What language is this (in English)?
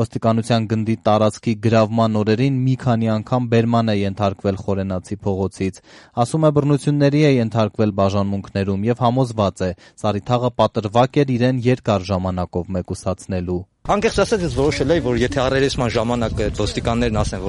Armenian